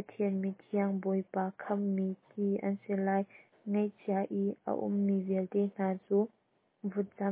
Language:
Hakha Chin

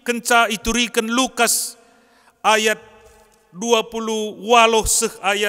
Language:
Batak Karo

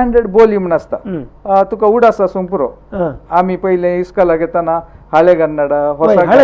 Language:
Konkani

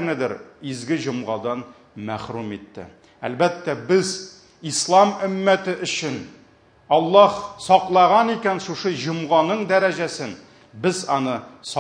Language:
Tatar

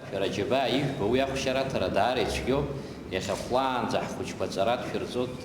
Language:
Abkhazian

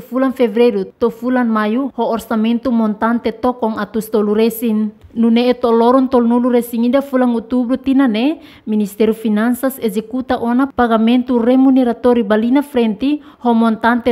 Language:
Tetum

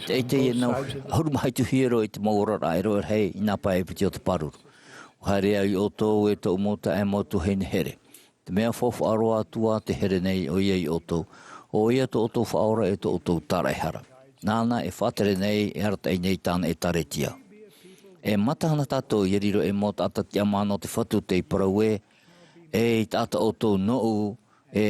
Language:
Tahitian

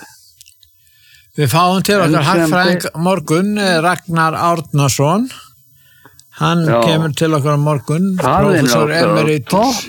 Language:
Icelandic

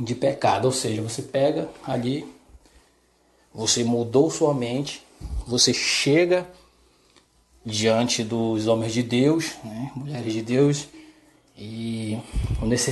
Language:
Portuguese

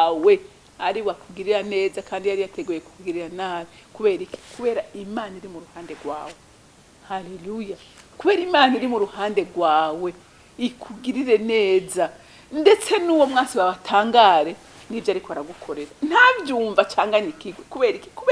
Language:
Rundi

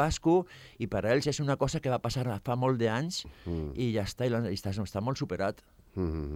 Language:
Catalan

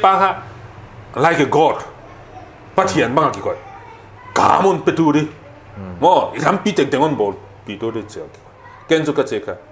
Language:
Paite Chin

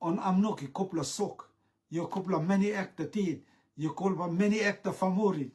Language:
Rotuman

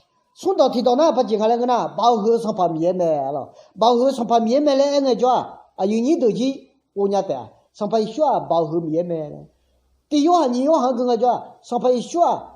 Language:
Akha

